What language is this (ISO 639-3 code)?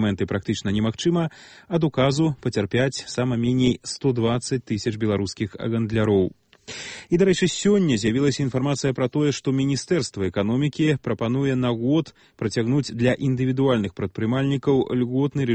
bel